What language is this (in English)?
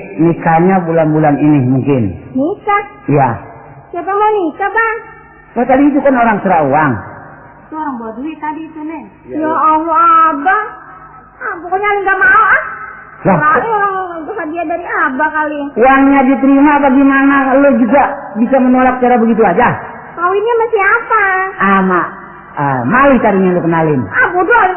Betawi